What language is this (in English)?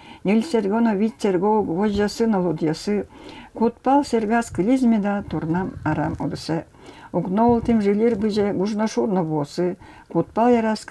Udmurt